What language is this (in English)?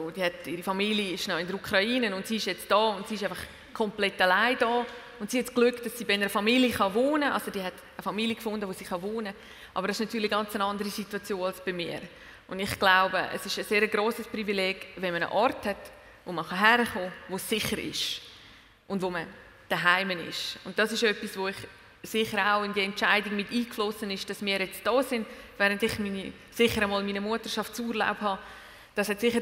German